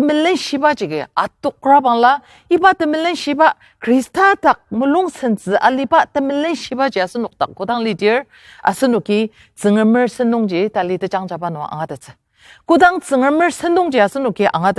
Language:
Ao Naga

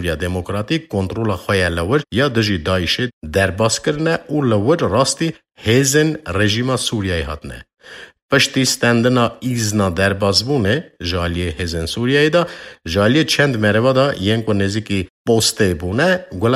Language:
Kurdish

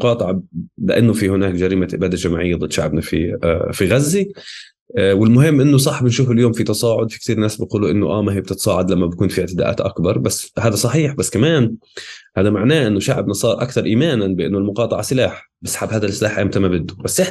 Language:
North Levantine Arabic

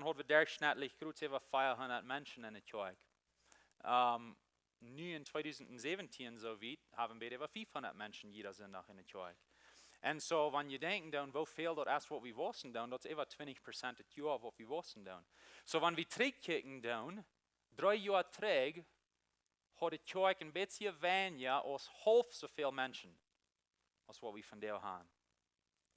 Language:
Plautdietsch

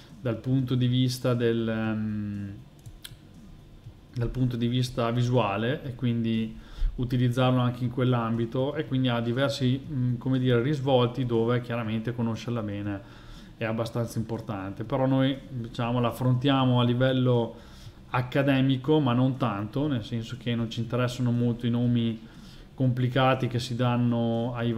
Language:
Italian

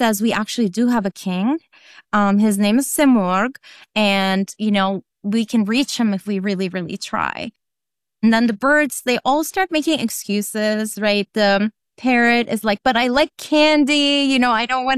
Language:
English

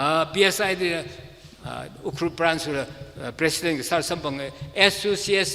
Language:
Tangkhul Naga (India)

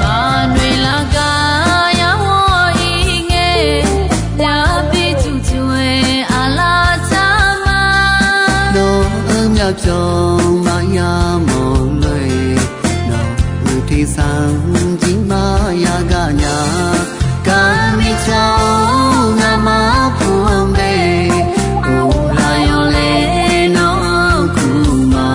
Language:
Akha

